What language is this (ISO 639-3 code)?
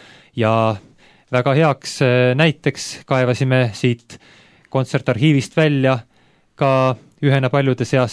est